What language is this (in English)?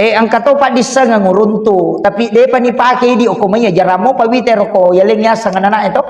Buginese